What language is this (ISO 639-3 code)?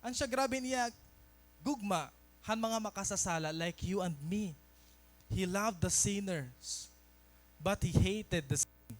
war